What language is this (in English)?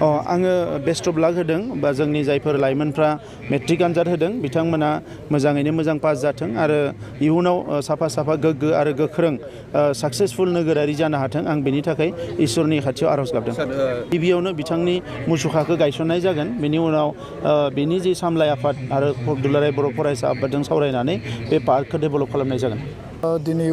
Bodo